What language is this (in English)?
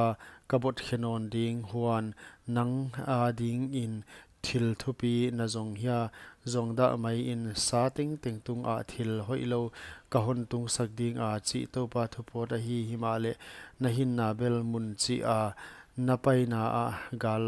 Paite Chin